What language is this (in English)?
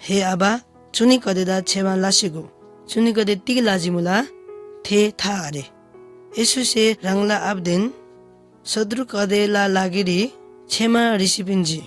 Eastern Tamang